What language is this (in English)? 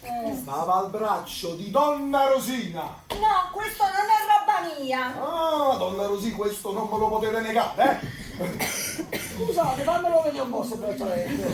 Neapolitan